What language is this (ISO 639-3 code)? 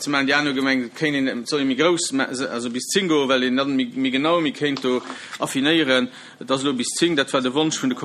ltz